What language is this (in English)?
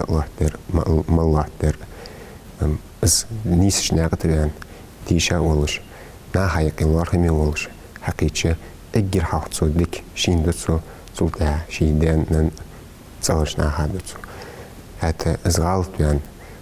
Ingush